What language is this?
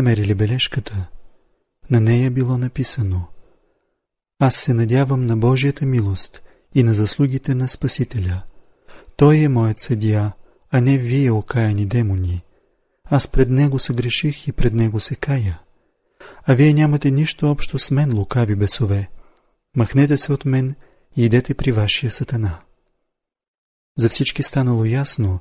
Bulgarian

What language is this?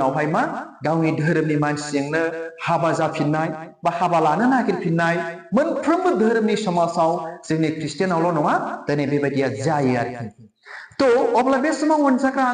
Bodo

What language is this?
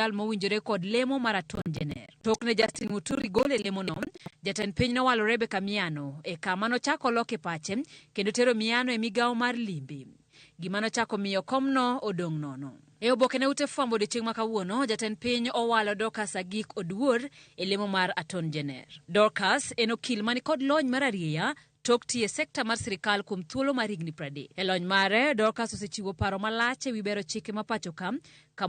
Luo (Kenya and Tanzania)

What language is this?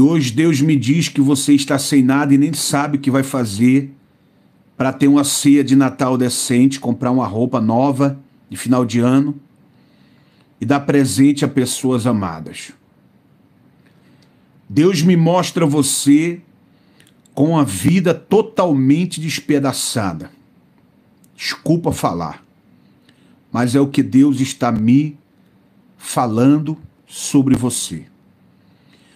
Portuguese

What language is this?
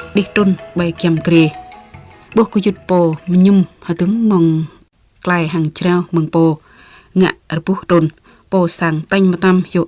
Jarai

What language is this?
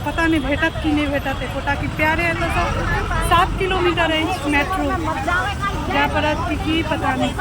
Maithili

